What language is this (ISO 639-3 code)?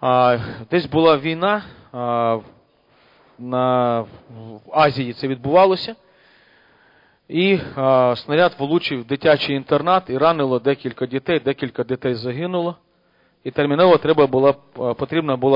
ukr